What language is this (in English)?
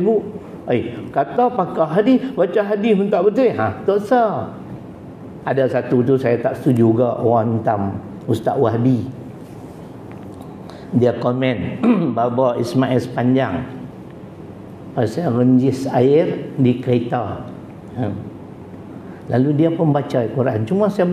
Malay